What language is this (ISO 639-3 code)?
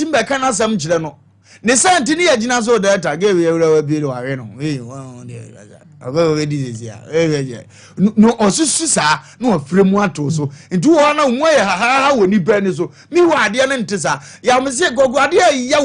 aka